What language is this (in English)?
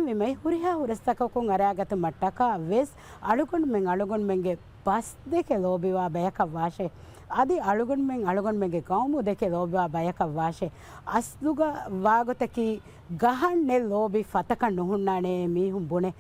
Divehi